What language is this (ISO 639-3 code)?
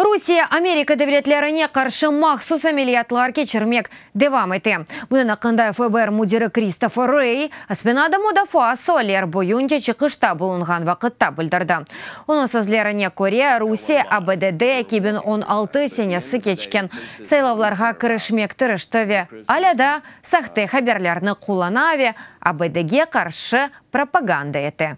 crh